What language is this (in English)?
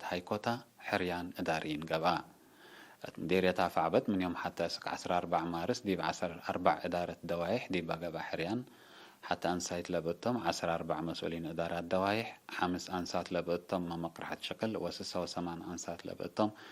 Tigre